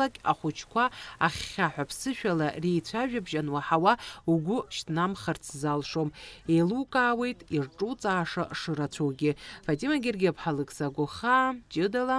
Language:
Abkhazian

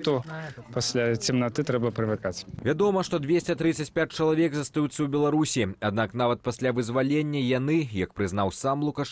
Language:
Belarusian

